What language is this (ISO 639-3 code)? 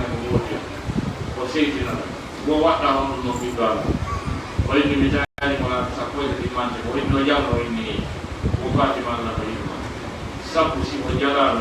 ful